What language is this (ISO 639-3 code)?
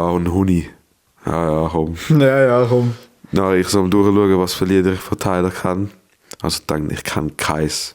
gsw